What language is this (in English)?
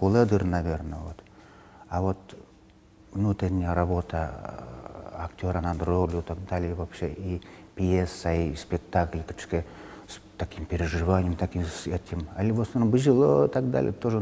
Udmurt